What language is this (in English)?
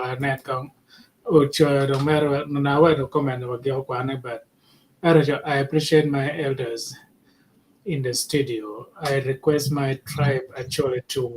Acoli